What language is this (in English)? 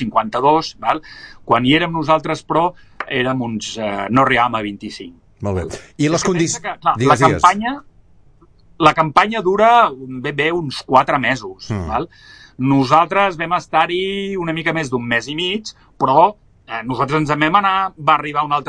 Catalan